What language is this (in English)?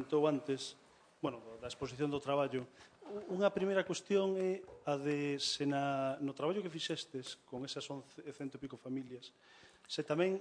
Galician